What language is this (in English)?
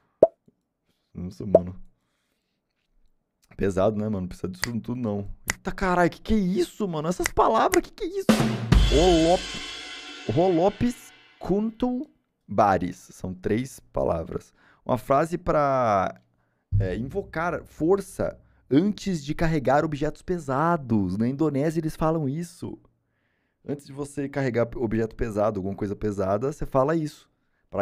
Portuguese